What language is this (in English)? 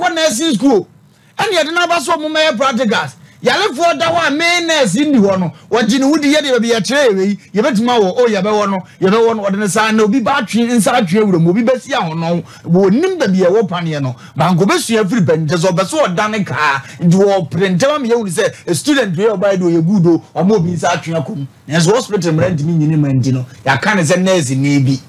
Akan